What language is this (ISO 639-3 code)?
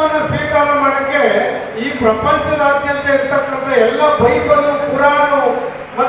kan